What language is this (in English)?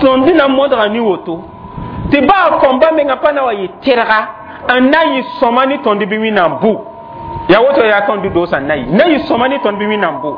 Mossi